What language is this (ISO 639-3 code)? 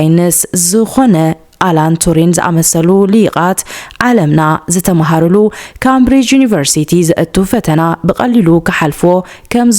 tir